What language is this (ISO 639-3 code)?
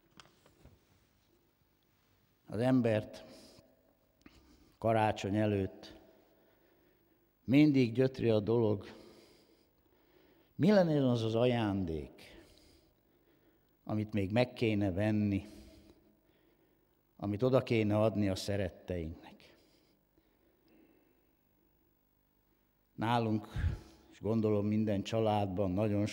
hun